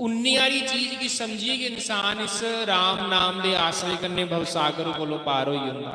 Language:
Dogri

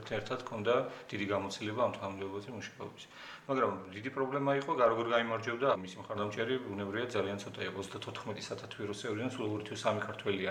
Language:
Georgian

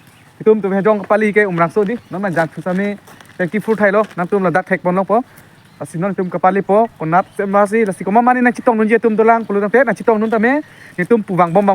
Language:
Karbi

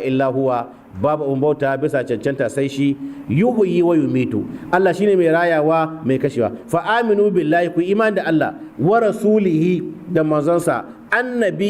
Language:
Hausa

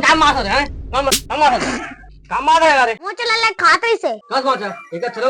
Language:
Chhattisgarhi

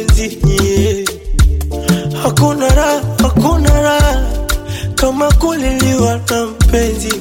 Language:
Swahili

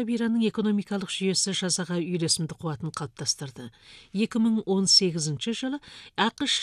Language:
Kazakh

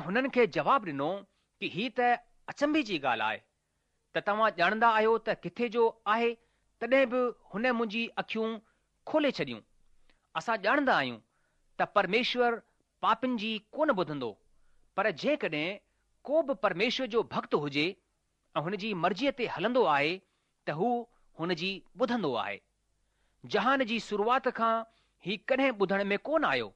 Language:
Sindhi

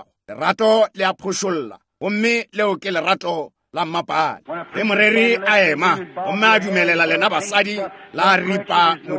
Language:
Northern Sotho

